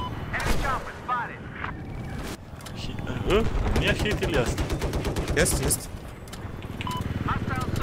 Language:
Croatian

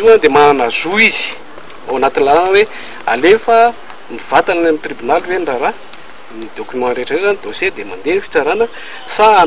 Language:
Malagasy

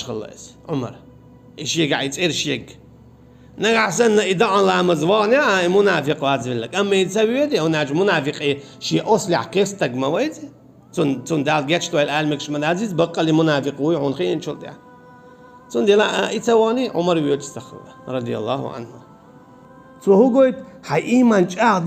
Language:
Chechen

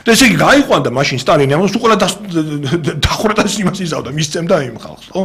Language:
Georgian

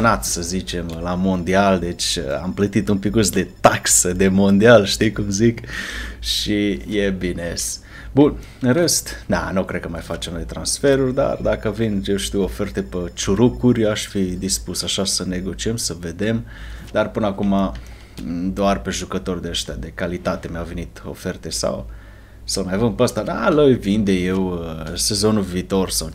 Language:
Romanian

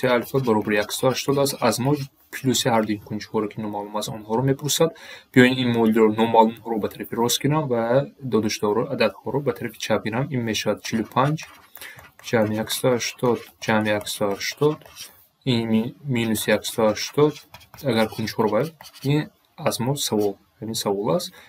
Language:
Tajik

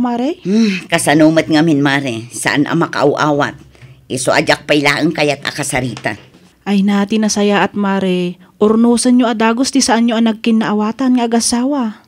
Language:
Iloko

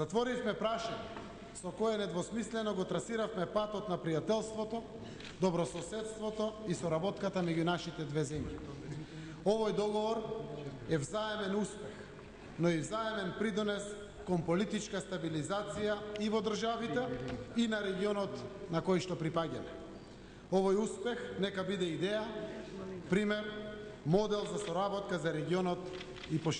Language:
Macedonian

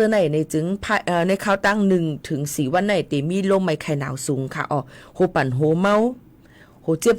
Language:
Shan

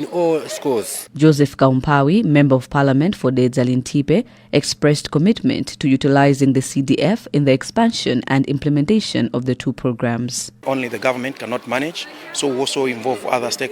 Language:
English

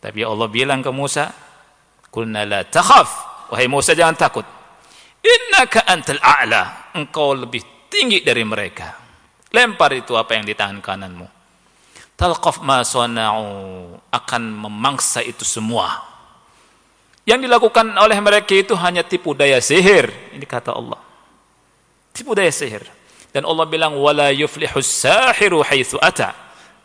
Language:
Indonesian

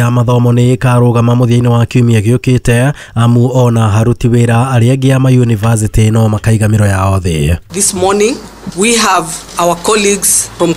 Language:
Kikuyu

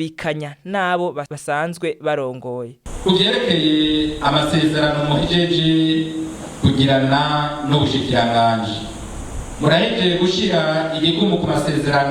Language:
Rundi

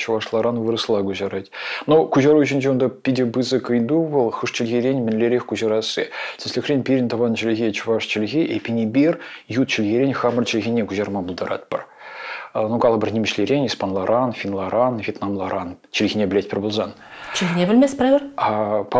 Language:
Chuvash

